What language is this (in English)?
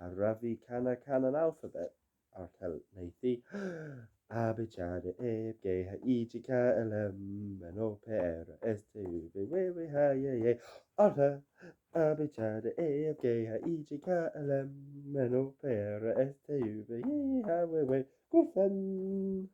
Cornish